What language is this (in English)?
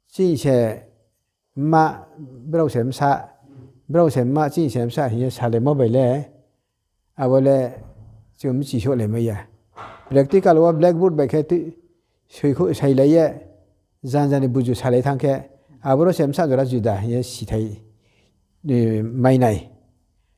Riang (India)